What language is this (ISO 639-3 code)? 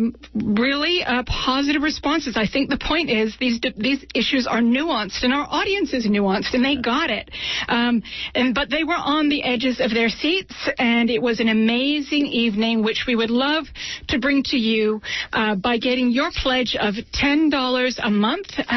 eng